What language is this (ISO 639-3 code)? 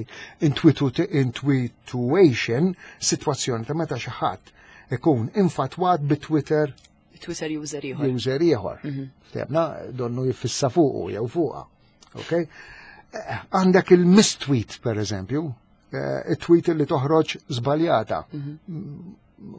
mlt